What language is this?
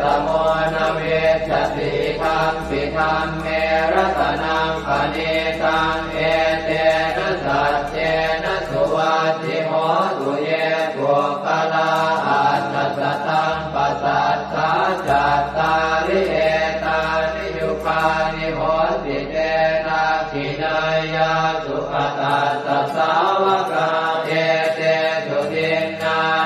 Pali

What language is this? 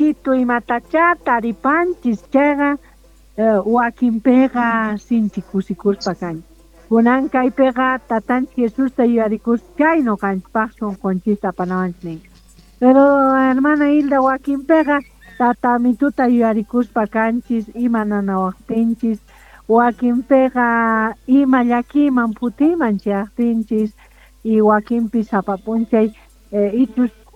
South Bolivian Quechua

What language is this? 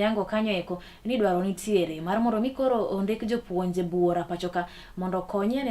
Luo (Kenya and Tanzania)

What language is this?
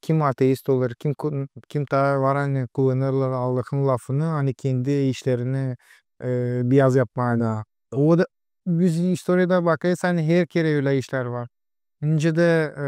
Gagauz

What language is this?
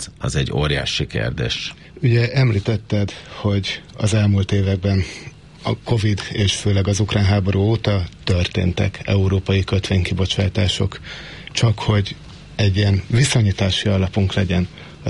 Hungarian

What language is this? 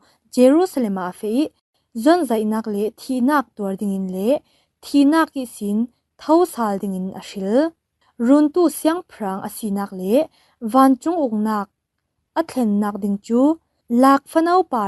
Falam Chin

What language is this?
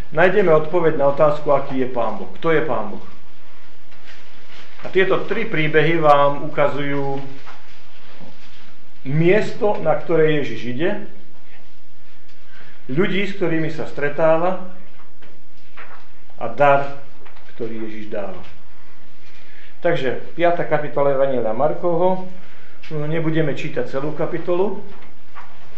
Slovak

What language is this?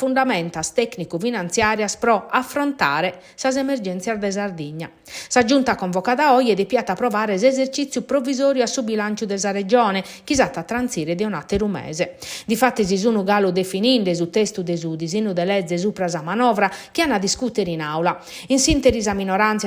Sardinian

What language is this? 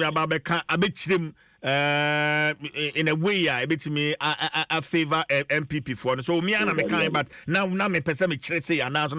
Akan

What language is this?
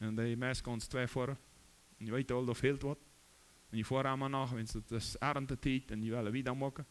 Plautdietsch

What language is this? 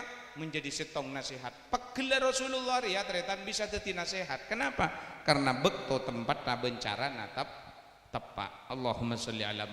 Madurese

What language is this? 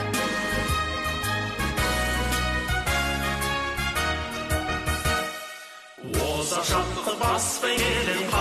Kazakh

